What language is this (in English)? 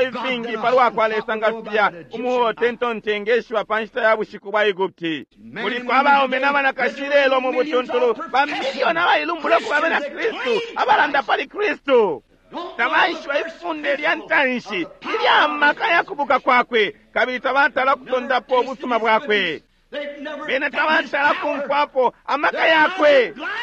Bemba